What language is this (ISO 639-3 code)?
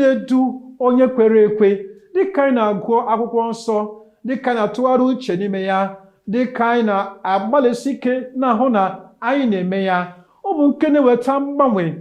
ibo